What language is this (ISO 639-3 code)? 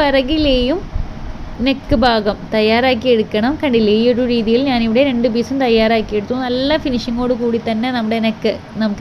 mal